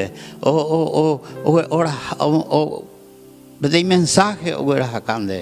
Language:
Guarani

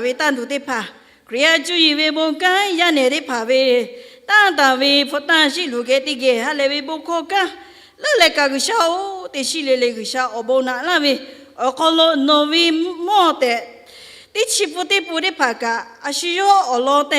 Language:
Lahu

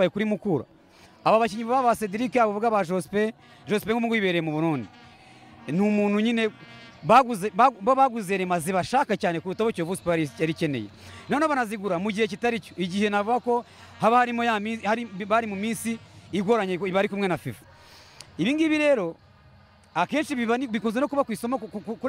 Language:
Kinyarwanda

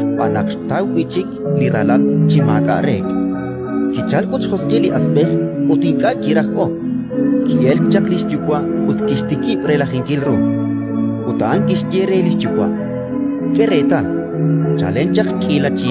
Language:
Kekchí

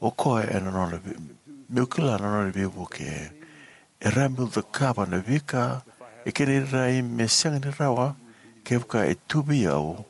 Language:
Fijian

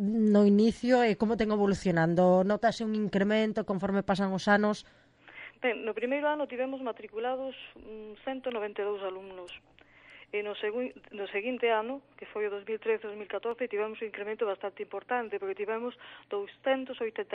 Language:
Galician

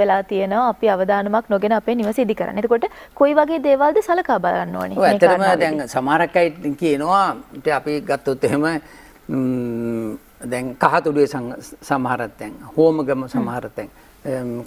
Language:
Sinhala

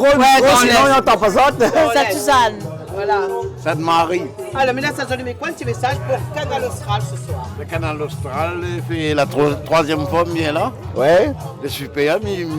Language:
Réunion Creole French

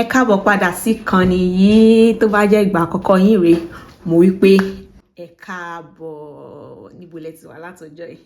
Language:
Yoruba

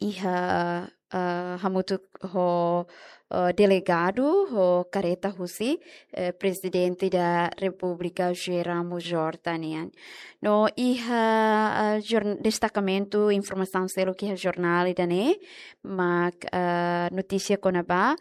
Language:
Tetum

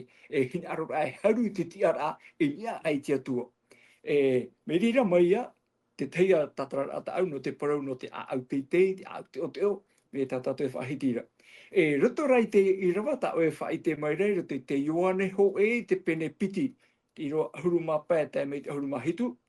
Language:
Tahitian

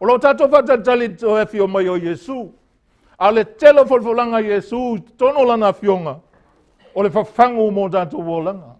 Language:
Samoan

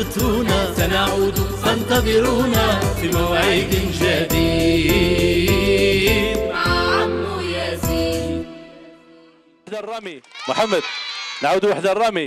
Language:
Algerian Arabic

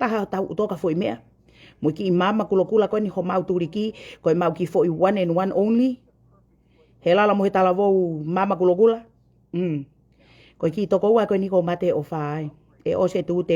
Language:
Tongan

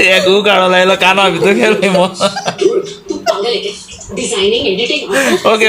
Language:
Konkani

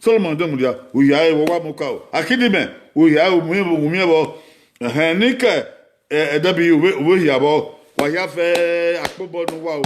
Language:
Bini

